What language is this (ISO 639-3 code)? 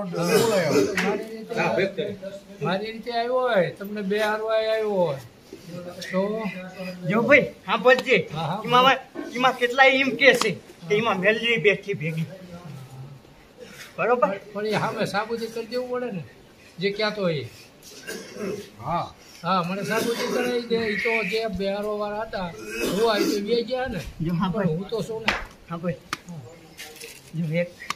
guj